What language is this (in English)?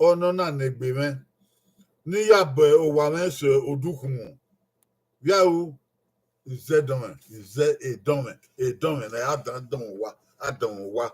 Bini